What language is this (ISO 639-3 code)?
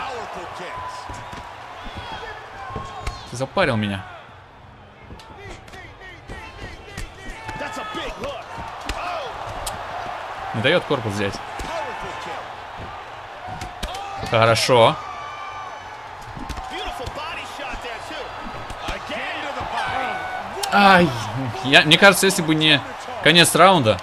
rus